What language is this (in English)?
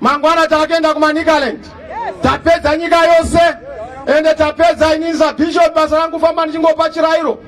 Shona